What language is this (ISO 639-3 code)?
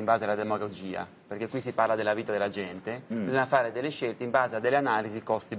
ita